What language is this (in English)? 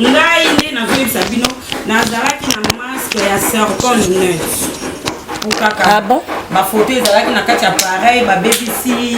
Lingala